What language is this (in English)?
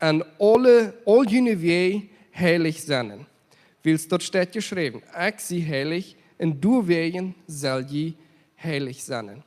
Plautdietsch